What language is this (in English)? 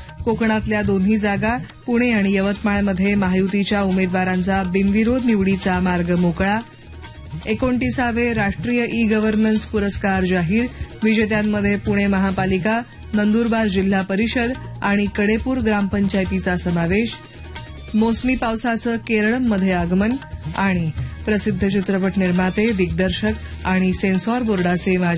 Marathi